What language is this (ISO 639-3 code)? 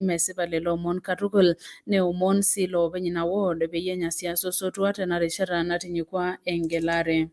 mas